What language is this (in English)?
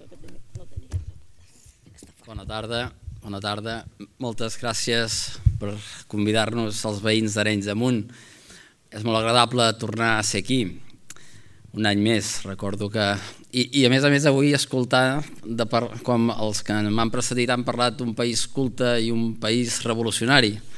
Catalan